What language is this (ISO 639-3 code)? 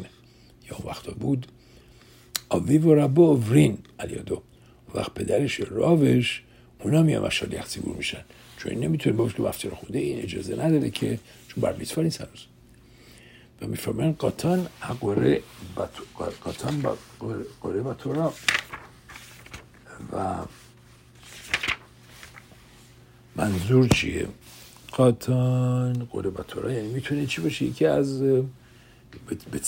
fas